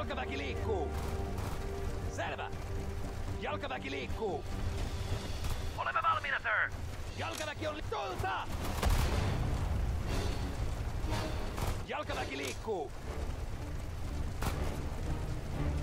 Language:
Finnish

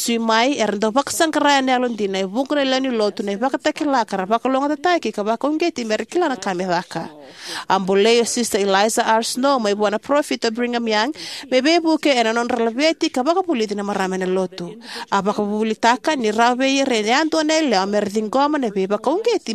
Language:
Fijian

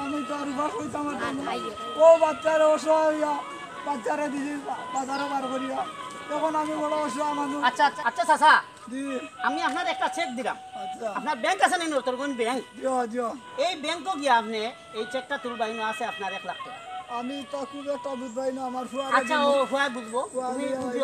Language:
Sylheti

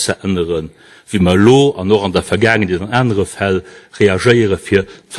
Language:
Luxembourgish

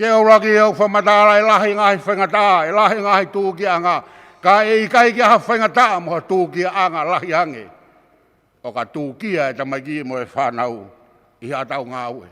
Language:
Tongan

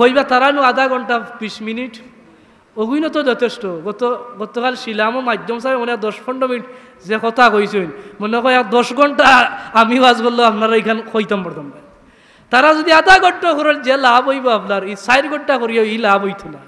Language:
Sylheti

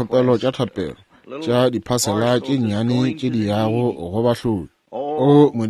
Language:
Northern Sotho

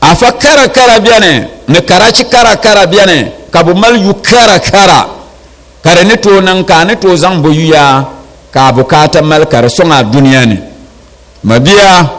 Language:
Dagbani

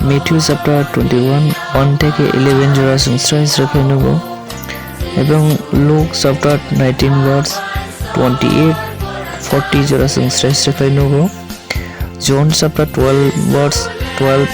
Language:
Kok Borok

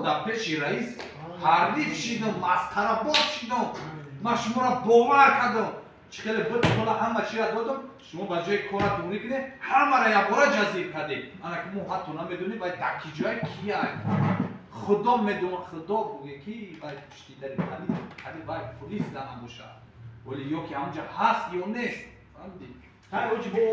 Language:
Tajik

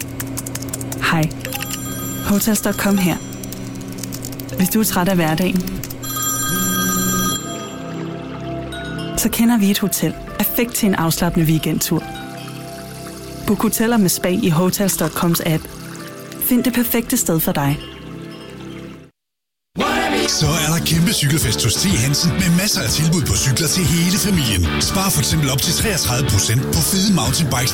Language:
Danish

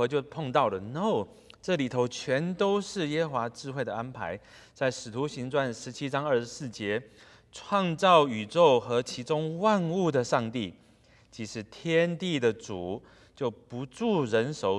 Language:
Chinese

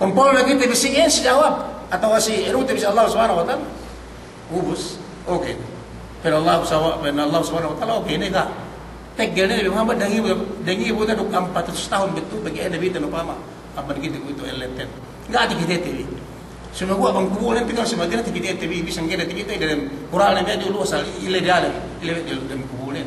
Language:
Yakan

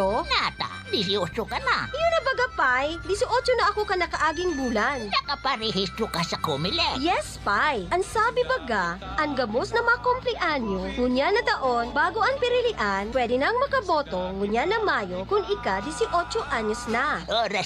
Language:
Bikol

